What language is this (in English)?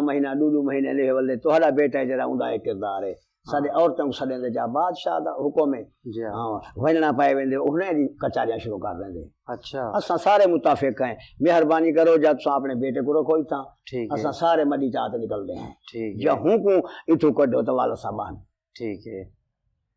Saraiki